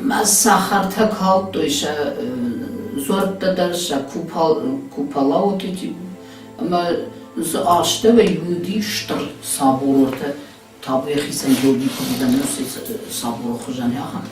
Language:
Ossetic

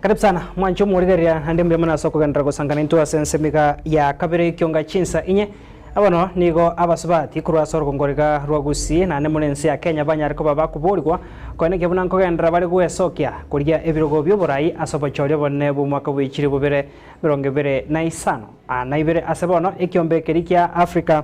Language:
Gusii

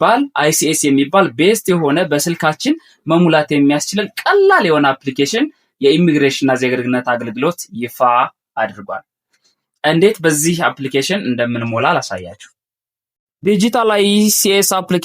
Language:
Amharic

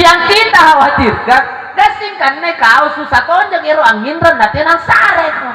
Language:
Makasar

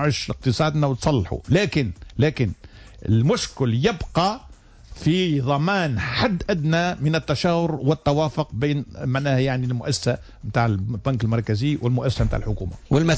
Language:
Tunisian Arabic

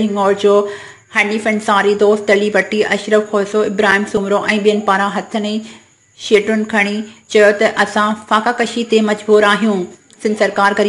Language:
Sindhi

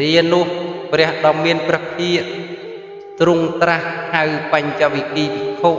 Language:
Khmer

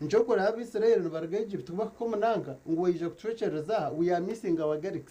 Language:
Nyankole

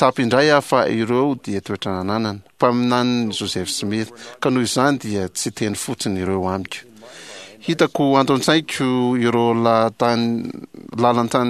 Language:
Malagasy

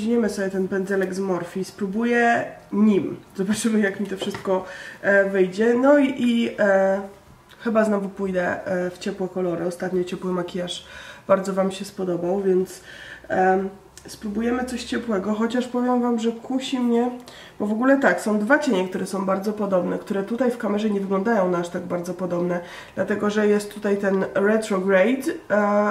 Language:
Polish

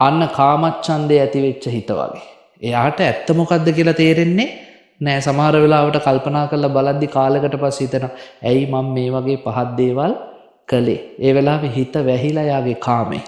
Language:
Sinhala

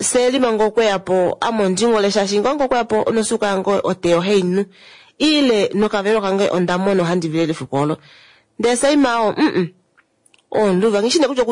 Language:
Kuanyama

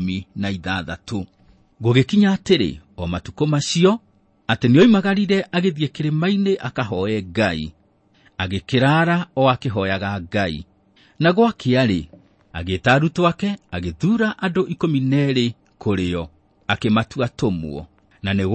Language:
Kikuyu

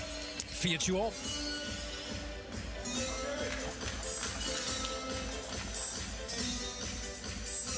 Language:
Danish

